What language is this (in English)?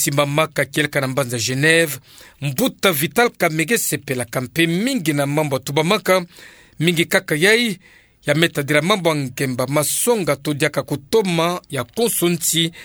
Kituba (Democratic Republic of Congo)